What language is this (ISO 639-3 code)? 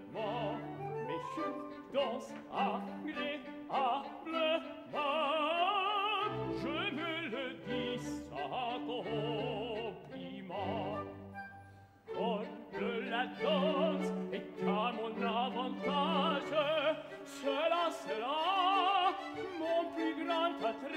fra